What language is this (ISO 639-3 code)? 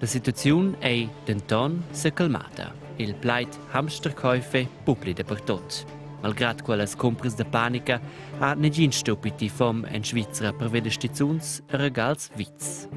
roh